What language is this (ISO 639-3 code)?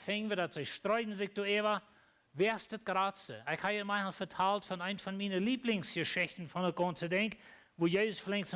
pdt